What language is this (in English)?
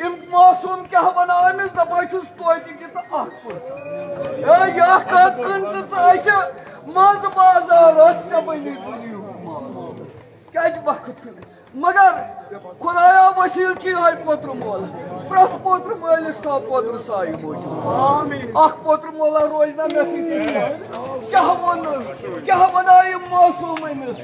Kashmiri